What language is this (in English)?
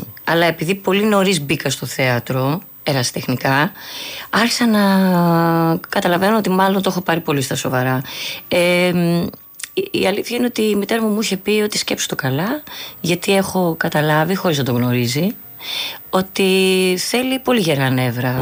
Greek